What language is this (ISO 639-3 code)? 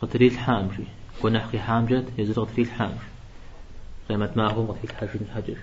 kbd